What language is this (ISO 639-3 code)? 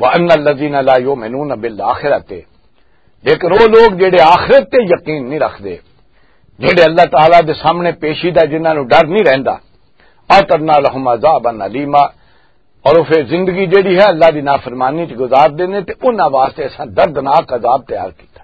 lah